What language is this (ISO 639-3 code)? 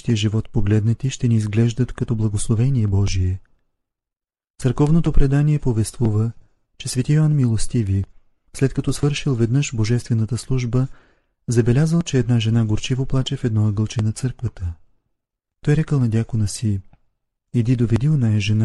bul